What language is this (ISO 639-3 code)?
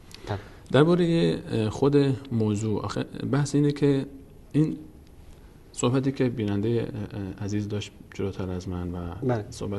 fas